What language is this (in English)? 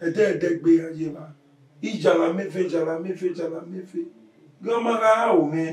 Bini